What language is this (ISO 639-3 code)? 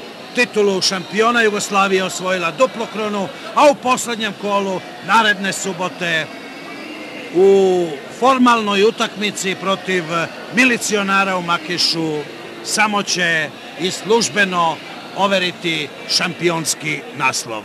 srp